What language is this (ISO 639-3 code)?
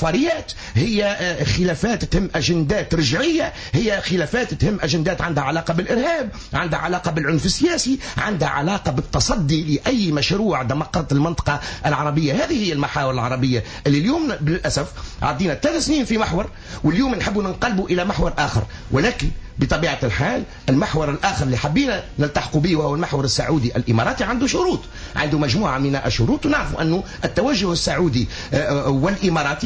aeb